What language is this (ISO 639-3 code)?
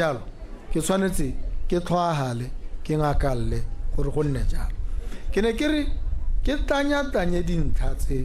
tsn